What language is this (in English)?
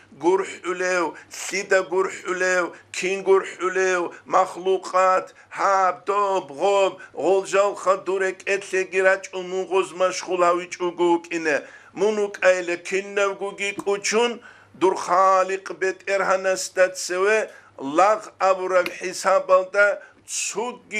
Avaric